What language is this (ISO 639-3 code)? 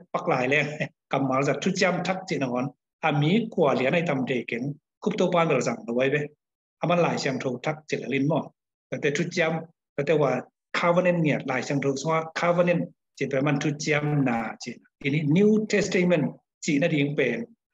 ctd